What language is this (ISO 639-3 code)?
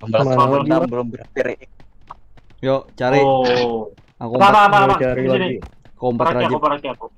bjn